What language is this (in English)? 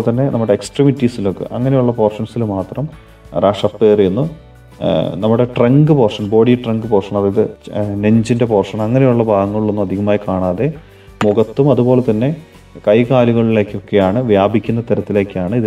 Malayalam